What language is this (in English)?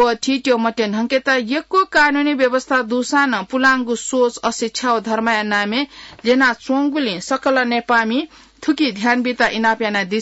Newari